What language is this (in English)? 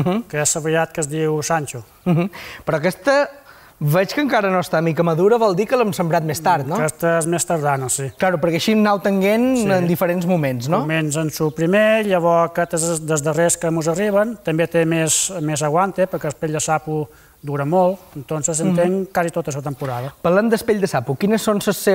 Catalan